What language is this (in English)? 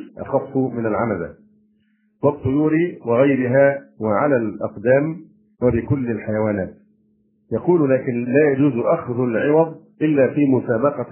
Arabic